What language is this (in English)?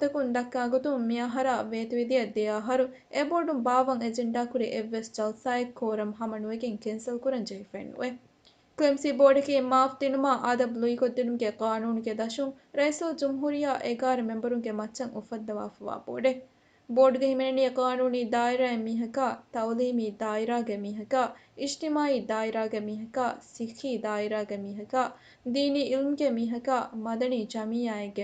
Divehi